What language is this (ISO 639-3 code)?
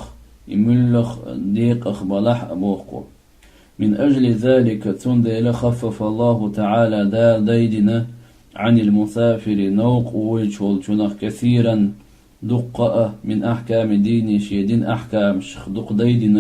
che